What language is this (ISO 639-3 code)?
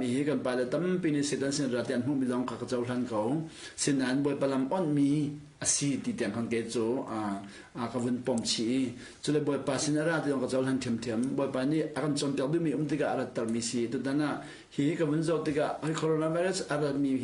cnh